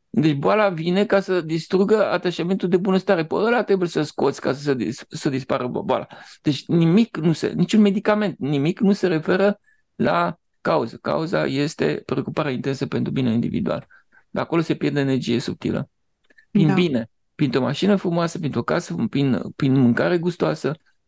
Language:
Romanian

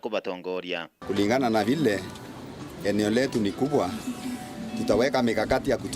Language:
Meru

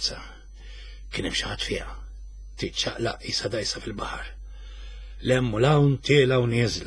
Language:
Maltese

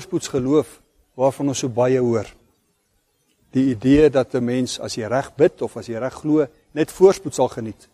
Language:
Afrikaans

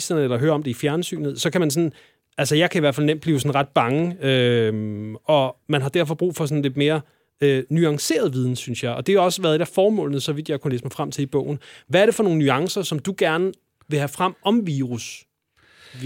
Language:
Danish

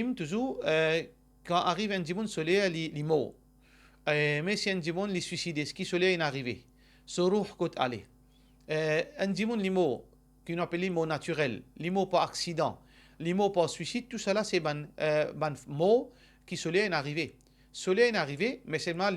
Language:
Morisyen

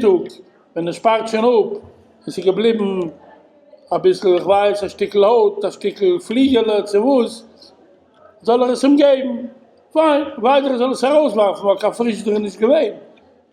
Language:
Yiddish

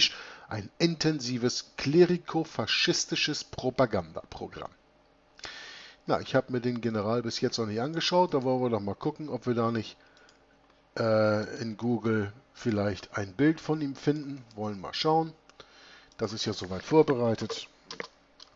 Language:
German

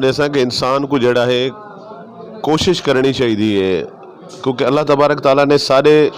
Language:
Western Panjabi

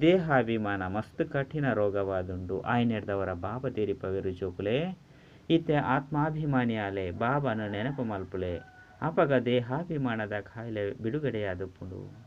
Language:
Tulu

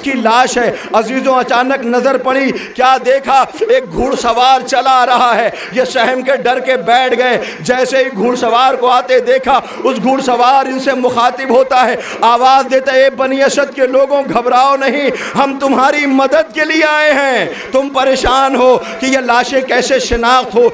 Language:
Urdu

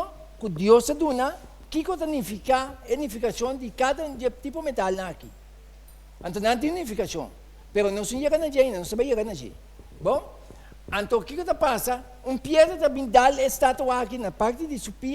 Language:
Papiamento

